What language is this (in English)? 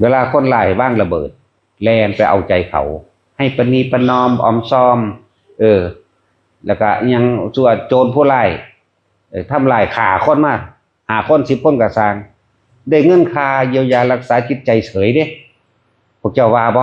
Northeastern Thai